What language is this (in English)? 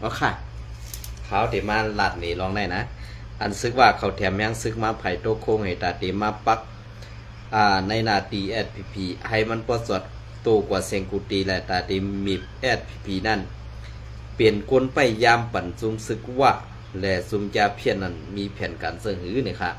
Shan